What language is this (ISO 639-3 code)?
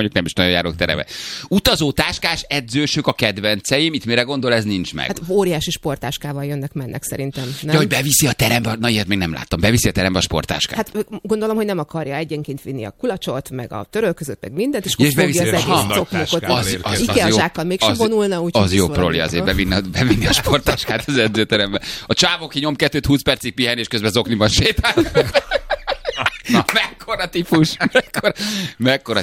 hun